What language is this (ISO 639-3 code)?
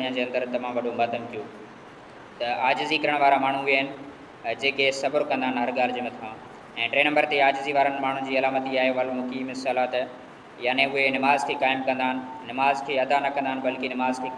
snd